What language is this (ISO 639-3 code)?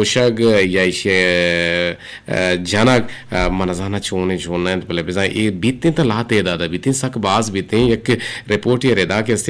bgp